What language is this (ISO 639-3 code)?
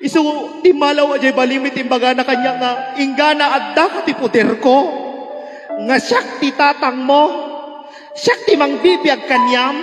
ilo